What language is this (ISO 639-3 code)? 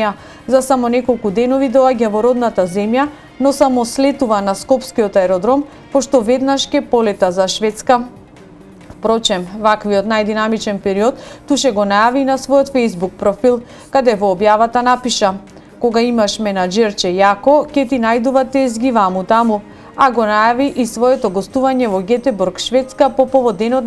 mkd